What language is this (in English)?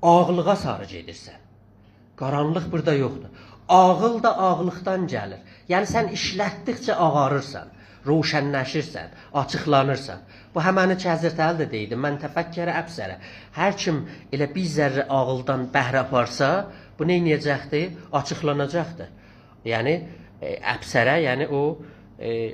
South Azerbaijani